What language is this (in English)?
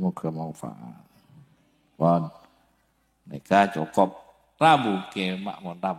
Madurese